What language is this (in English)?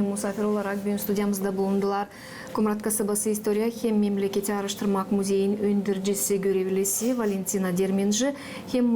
Gagauz